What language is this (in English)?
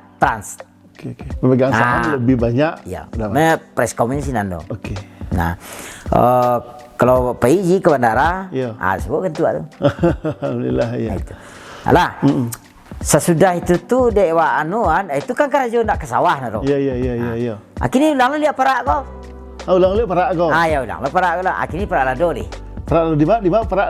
Minangkabau